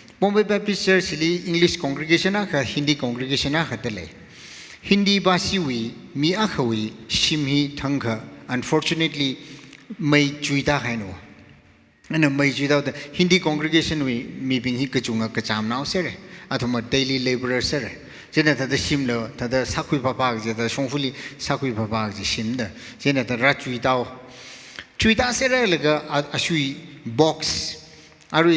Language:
Tangkhul Naga (India)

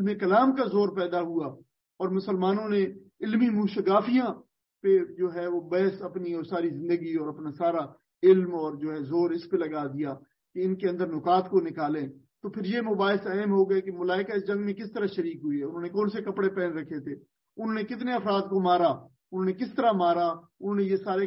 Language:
Urdu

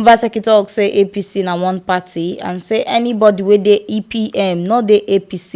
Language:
Nigerian Pidgin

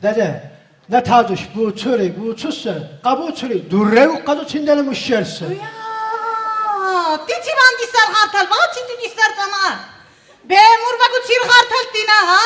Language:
Lak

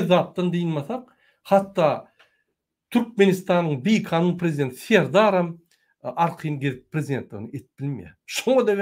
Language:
Turkmen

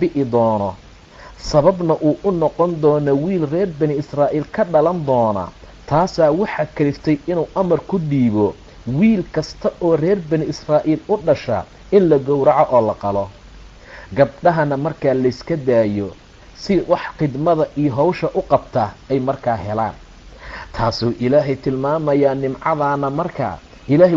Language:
Somali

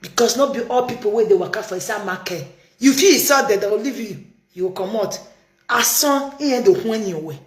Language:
Nigerian Pidgin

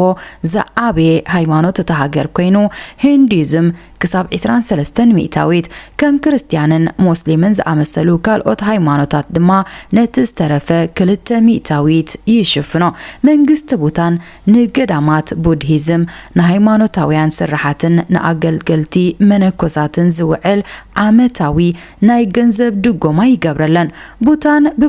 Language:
Tigrinya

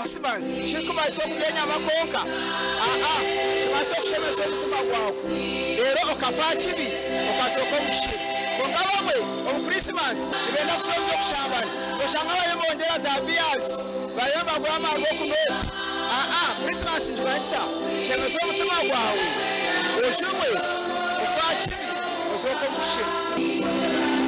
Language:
Nyankole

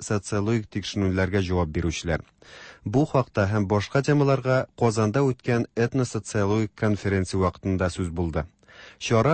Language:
Tatar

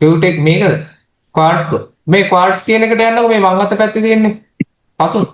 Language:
Sinhala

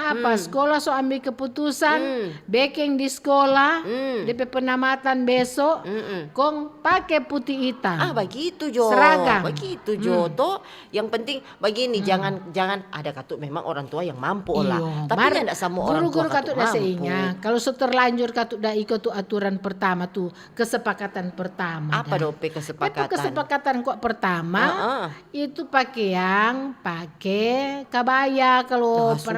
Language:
Manado Malay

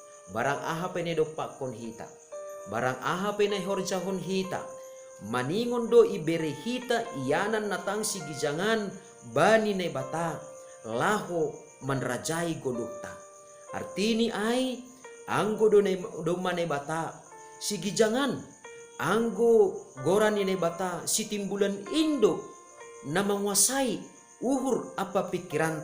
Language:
Batak Simalungun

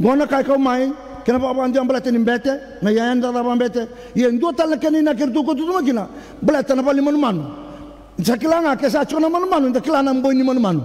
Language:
Fijian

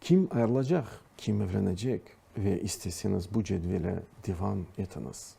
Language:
Crimean Tatar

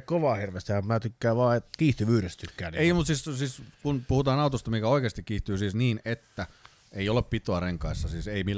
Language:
Finnish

